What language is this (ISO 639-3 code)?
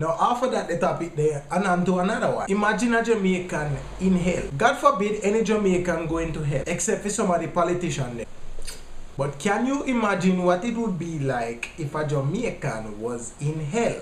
jam